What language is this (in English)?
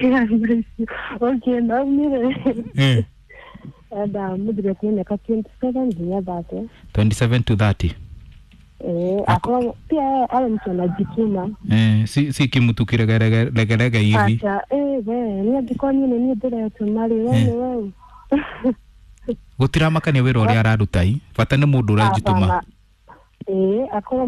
Kikuyu